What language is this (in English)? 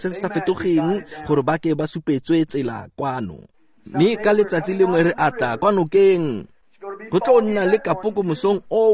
Tswana